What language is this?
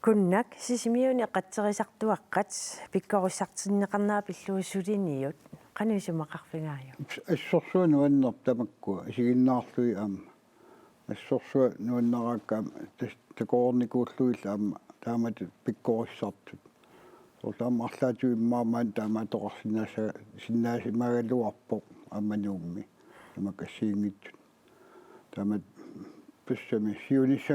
Kalaallisut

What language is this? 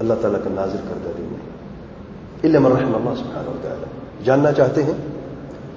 Urdu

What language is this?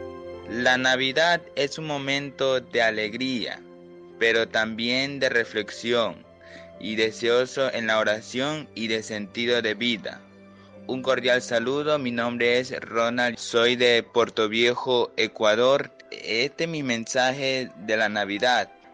Spanish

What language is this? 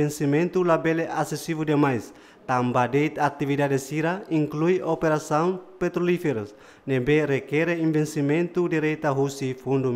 Tetum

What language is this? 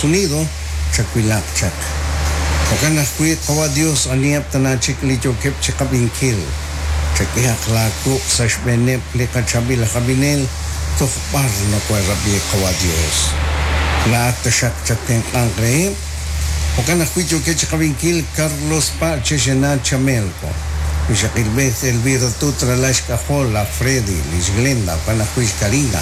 Kekchí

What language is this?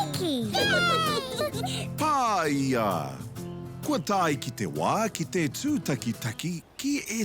Māori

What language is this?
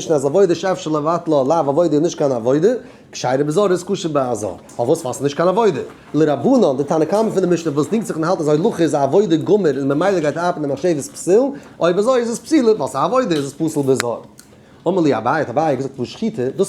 Yiddish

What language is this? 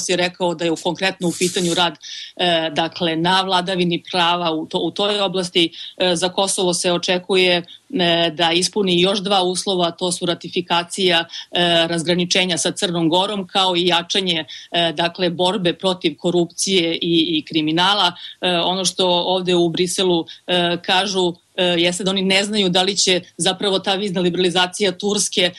Serbian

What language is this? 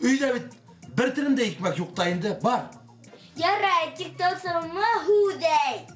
Bashkir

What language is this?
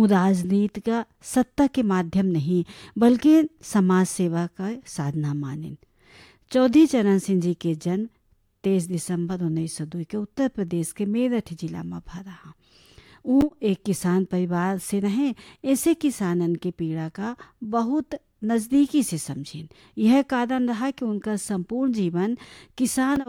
Bhojpuri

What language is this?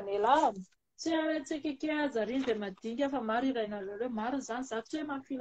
Malagasy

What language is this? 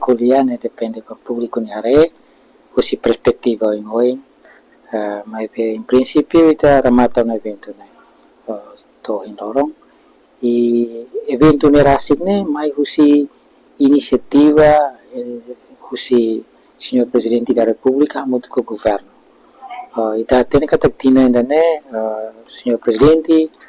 Tetum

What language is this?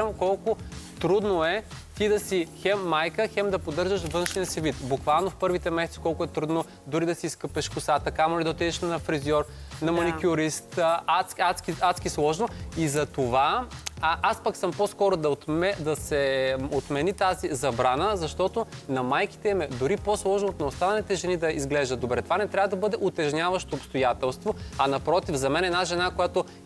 Bulgarian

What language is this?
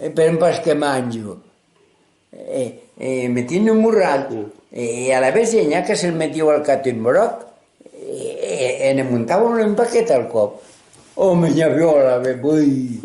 Occitan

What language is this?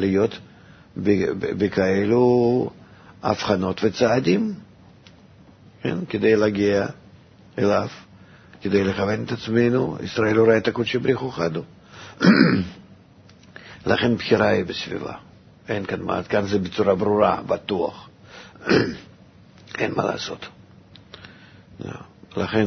Hebrew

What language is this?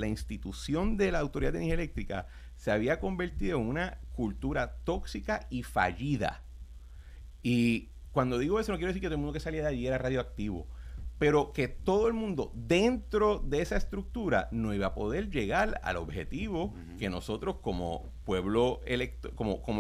Spanish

